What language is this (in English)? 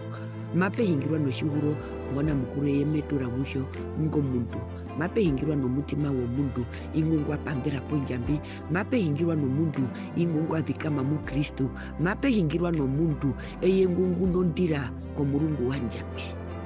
Herero